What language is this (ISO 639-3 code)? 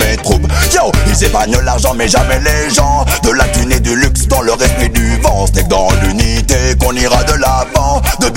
fra